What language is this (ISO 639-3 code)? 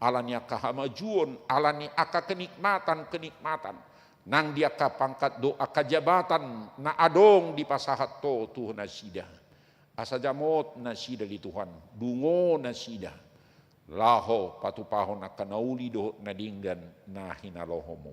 bbc